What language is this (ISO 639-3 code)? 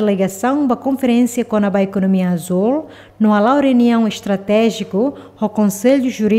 tet